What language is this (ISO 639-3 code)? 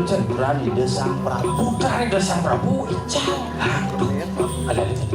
ban